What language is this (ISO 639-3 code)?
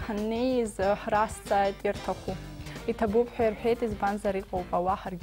abk